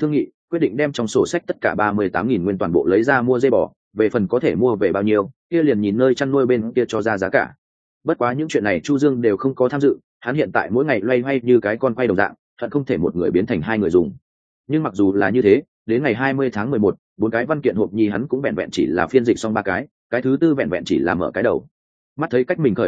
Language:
Vietnamese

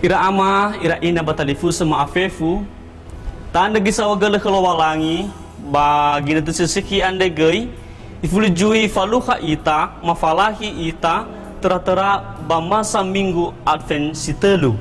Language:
Nias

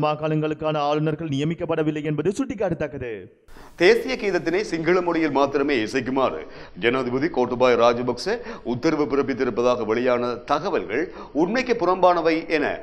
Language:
Tamil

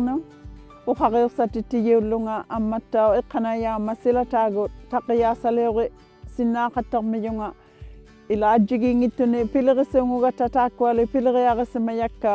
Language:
Inuktitut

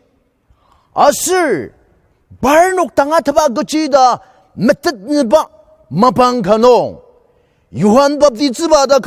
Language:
Ao Naga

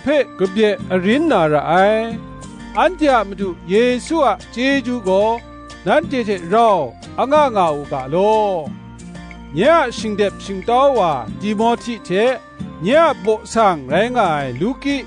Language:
Kachin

